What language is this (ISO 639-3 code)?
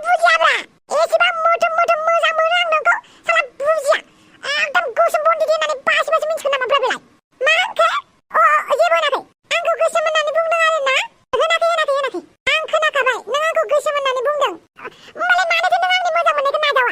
brx